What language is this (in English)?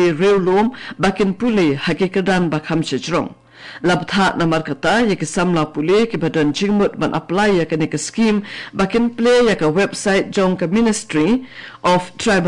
Khasi